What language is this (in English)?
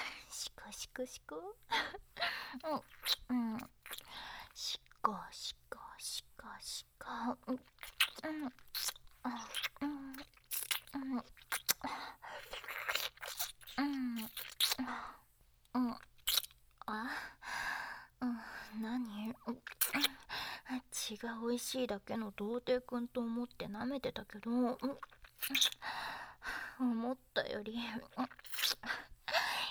Japanese